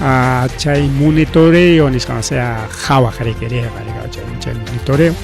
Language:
Ayacucho Quechua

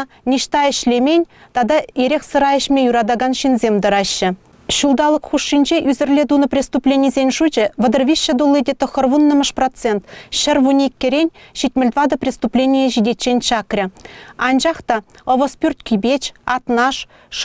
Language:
Chuvash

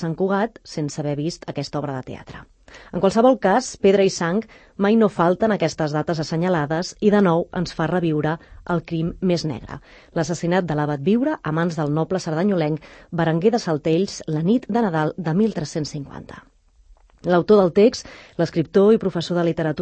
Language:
Catalan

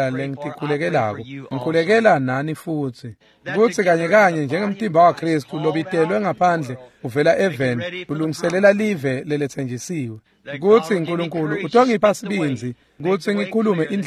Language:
Swati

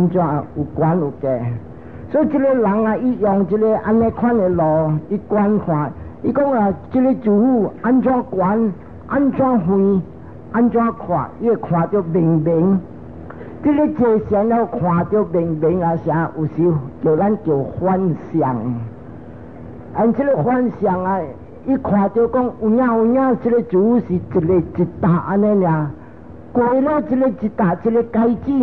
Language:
Min Nan Chinese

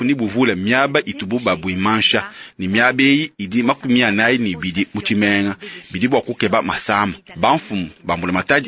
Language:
Luba-Lulua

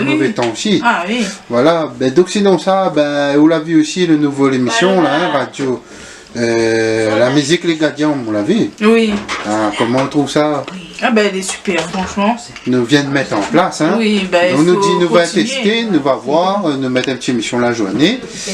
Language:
Réunion Creole French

